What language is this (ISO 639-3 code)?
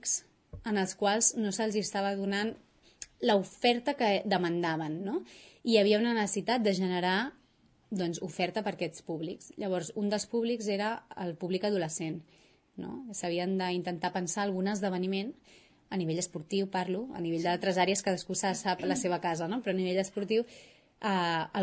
cat